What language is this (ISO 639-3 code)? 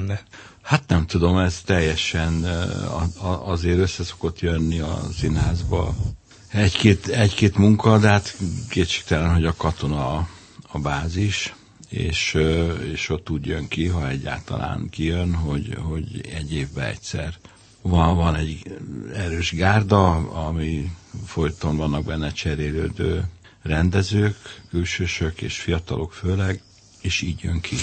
hun